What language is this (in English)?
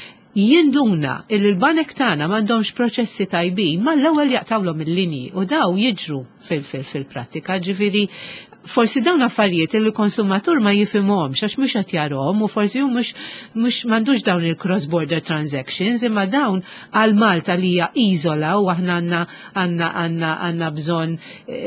Maltese